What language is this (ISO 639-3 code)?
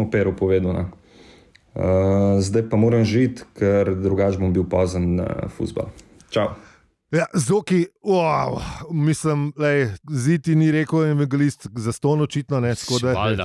slv